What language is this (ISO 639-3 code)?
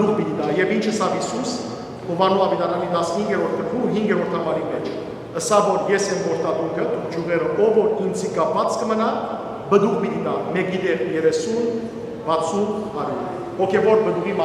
hyw